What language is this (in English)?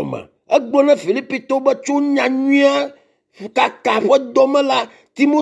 Ewe